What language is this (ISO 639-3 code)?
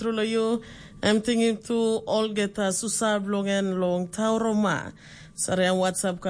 tpi